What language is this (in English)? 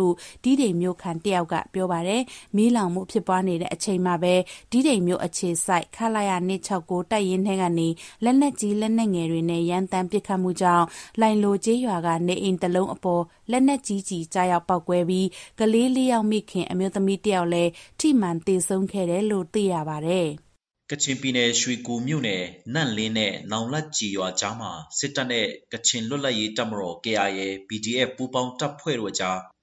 Burmese